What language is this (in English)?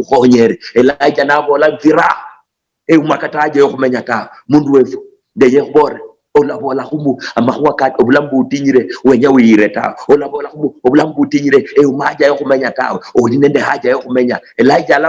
Luyia